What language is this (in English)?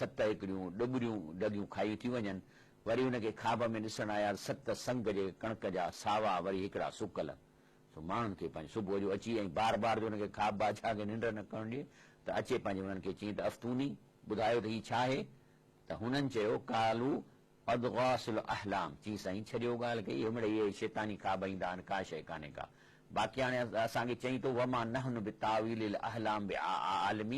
Sindhi